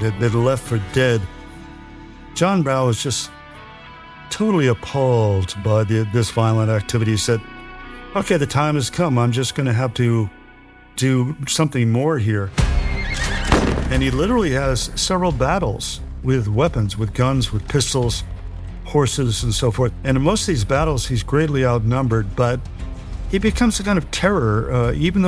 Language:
English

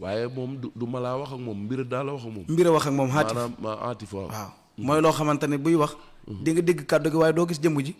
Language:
Wolof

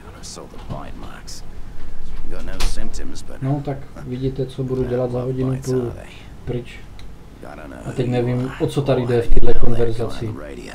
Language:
Czech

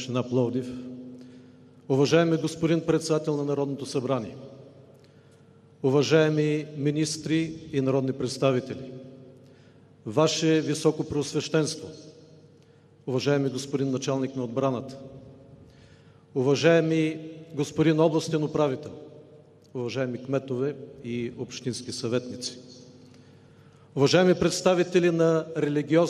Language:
Bulgarian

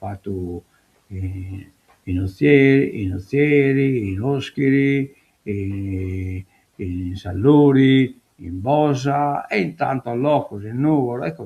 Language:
Sardinian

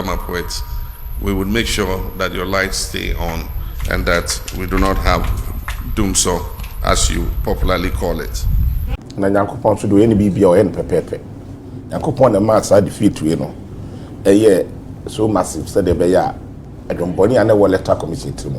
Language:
Akan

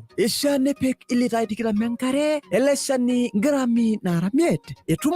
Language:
Masai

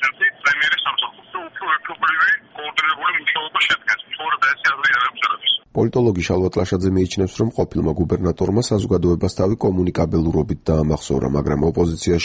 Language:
Georgian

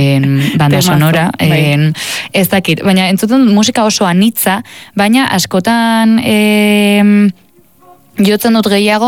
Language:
Basque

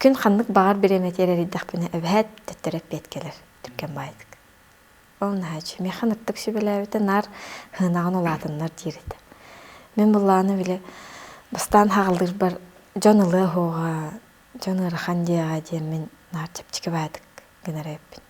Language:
Yakut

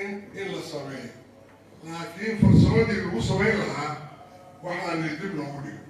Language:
Somali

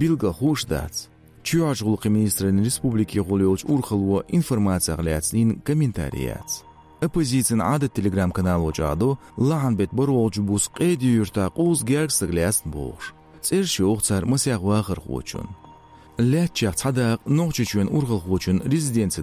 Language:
Chechen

